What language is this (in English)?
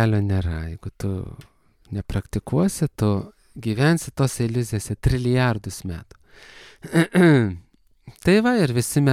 Lithuanian